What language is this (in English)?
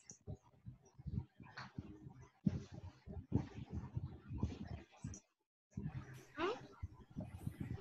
Telugu